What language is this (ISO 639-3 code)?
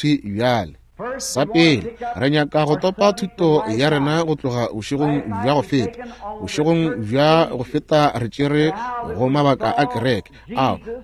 nso